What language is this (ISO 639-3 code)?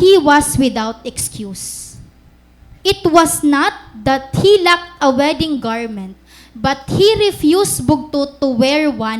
war